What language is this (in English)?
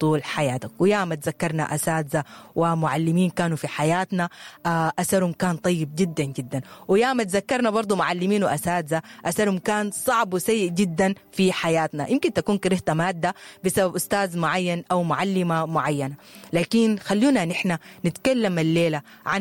Sudanese Arabic